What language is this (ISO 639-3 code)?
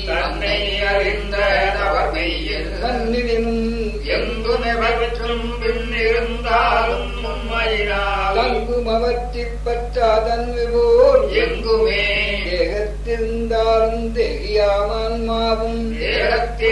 tam